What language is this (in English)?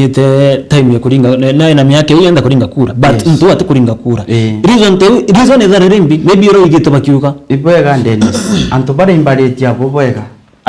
Meru